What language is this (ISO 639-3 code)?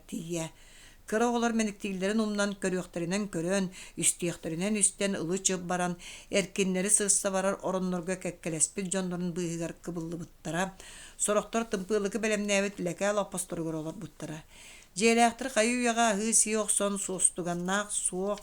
sah